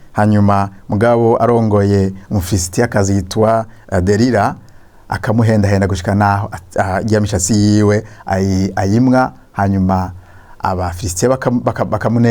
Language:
Rundi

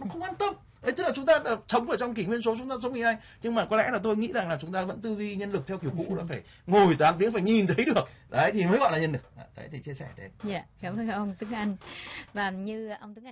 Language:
Vietnamese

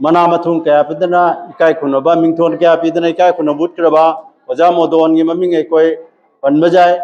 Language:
Manipuri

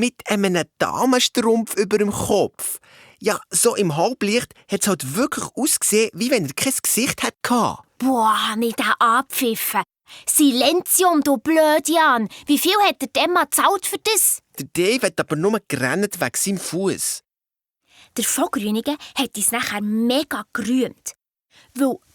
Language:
Swiss German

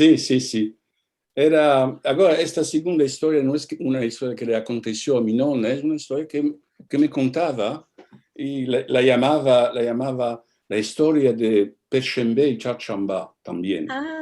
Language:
Ladino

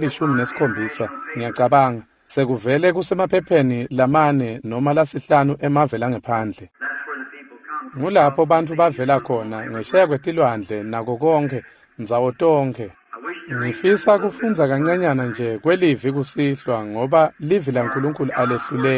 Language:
Swati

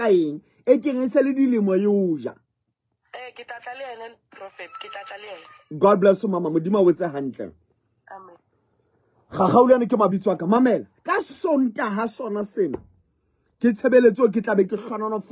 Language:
Southern Sotho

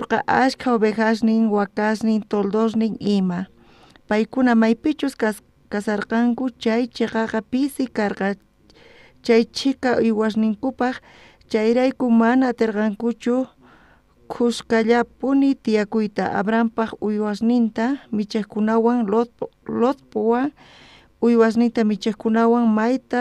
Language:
South Bolivian Quechua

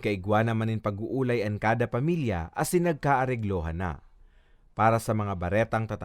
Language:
Bikol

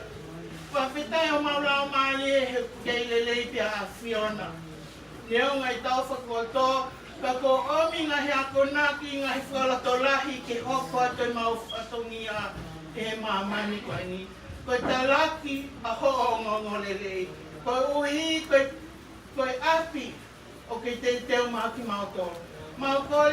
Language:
Tongan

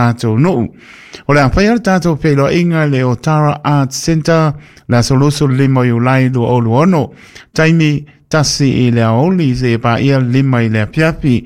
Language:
Samoan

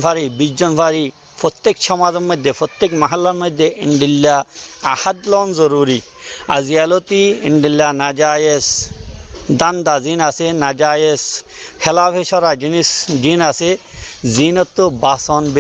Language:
Rohingya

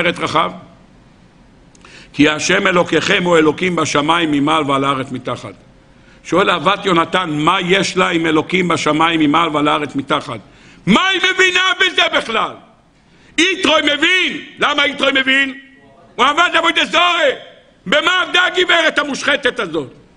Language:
Hebrew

